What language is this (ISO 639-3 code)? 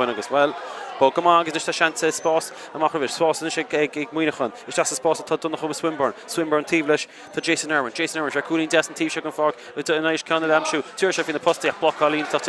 gle